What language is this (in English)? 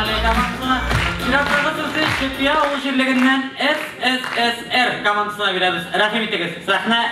Tatar